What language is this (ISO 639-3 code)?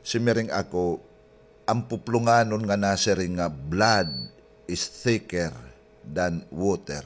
war